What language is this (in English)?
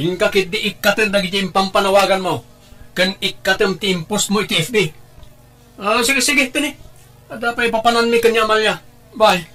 Iloko